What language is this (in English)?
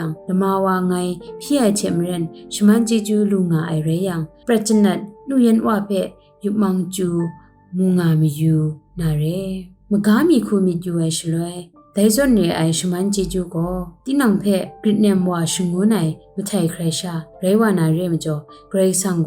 Kachin